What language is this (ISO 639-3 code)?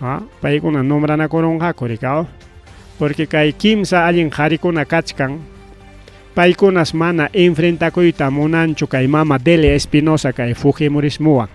quy